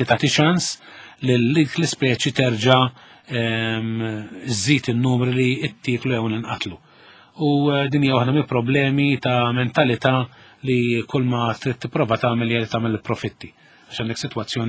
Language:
Maltese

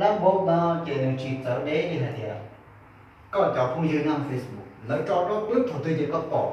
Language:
Hmong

